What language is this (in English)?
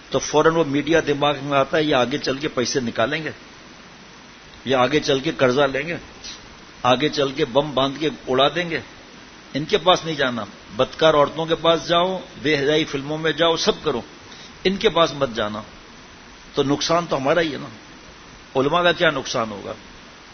Urdu